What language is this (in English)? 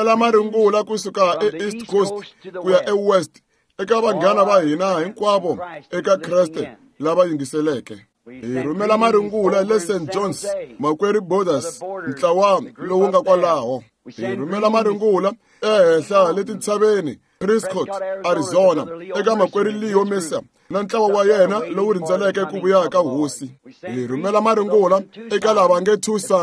Tsonga